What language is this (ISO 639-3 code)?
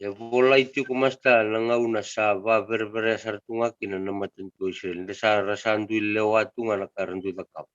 fij